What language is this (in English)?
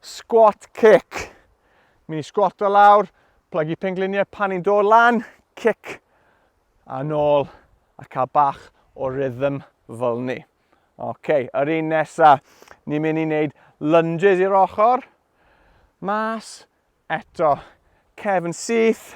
Welsh